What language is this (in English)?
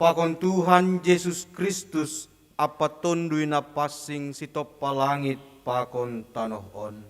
Batak Simalungun